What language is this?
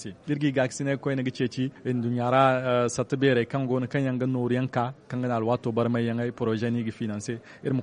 Zarma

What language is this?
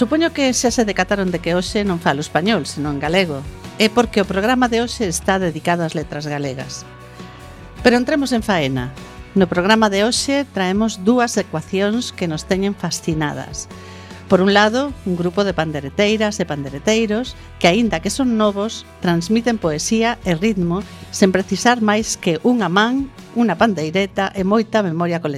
Galician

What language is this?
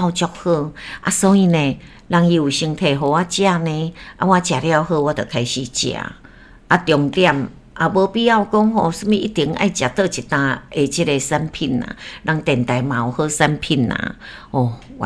Min Nan Chinese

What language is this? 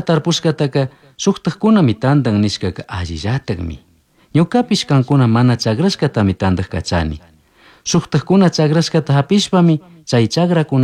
Chimborazo Highland Quichua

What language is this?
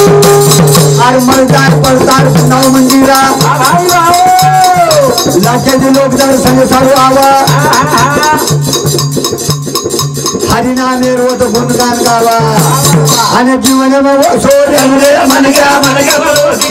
Lambadi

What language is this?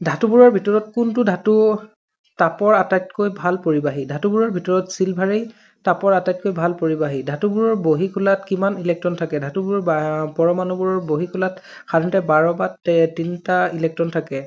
Assamese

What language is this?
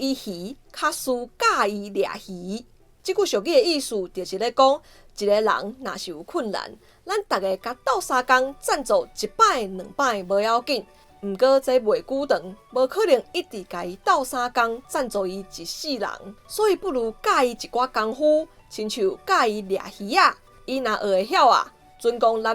Min Nan Chinese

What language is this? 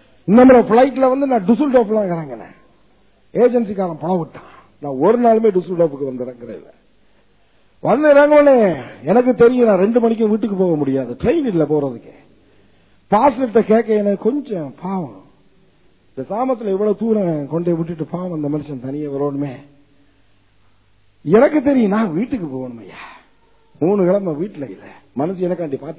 Tamil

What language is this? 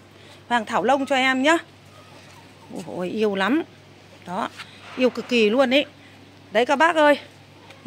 Vietnamese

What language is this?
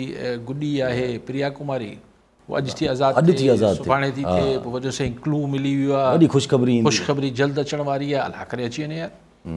Sindhi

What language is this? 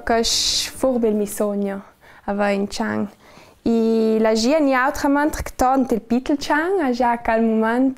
Ladin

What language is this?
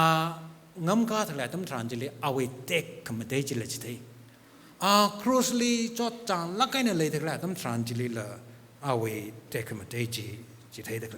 Tangkhul Naga (India)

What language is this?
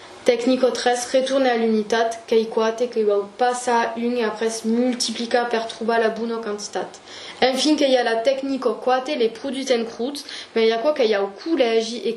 Occitan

